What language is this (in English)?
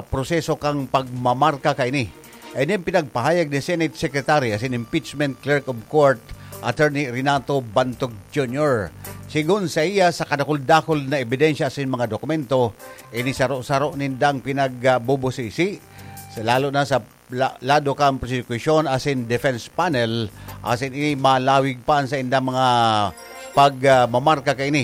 Bikol